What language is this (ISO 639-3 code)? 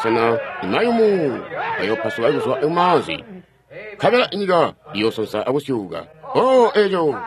toi